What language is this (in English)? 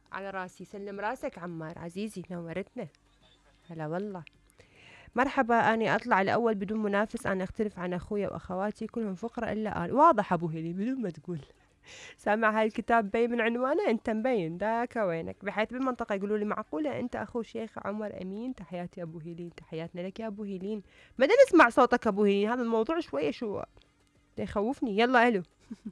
Mesopotamian Arabic